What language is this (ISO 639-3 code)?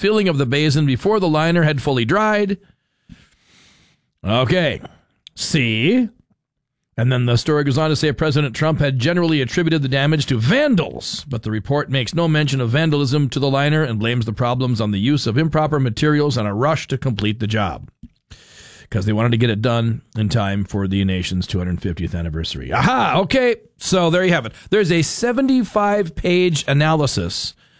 eng